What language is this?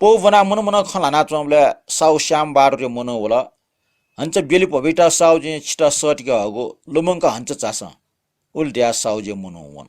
Newari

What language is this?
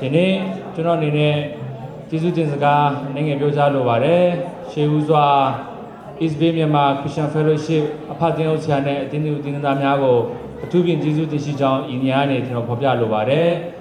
Kachin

